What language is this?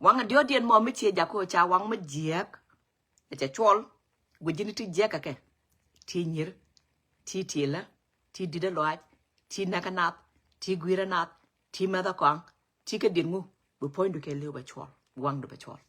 Nuer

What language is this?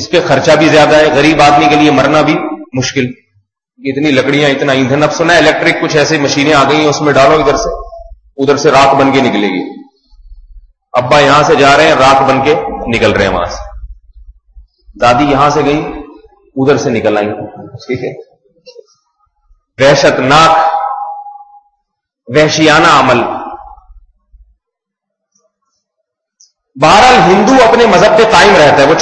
Urdu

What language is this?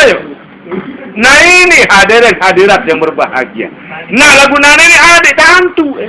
Sasak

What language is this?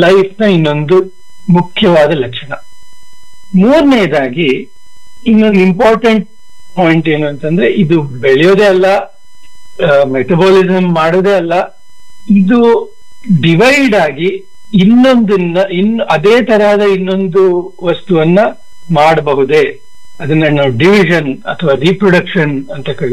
Kannada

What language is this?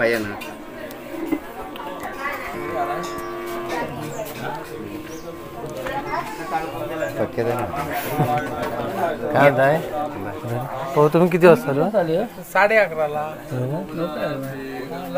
Marathi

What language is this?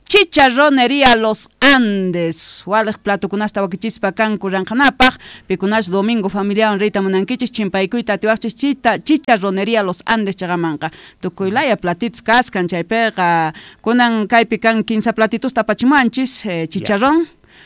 South Bolivian Quechua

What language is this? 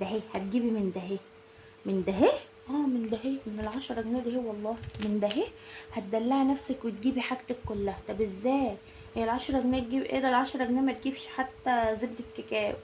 Egyptian Arabic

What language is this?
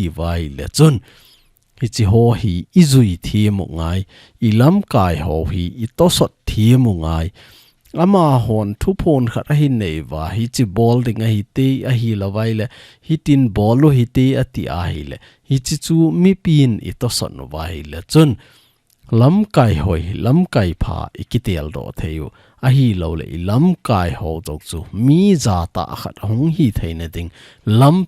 Thado Chin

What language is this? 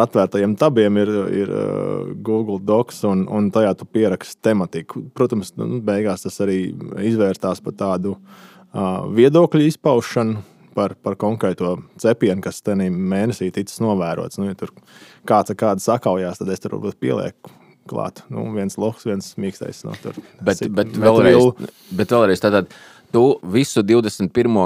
Latvian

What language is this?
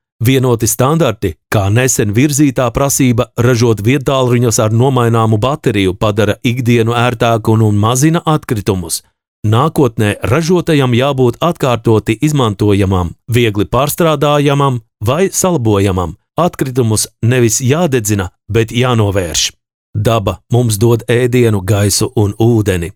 Latvian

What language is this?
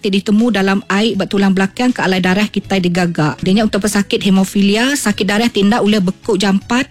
Iban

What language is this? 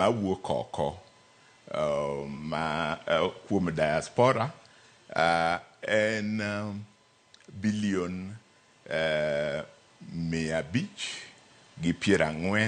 Luo (Kenya and Tanzania)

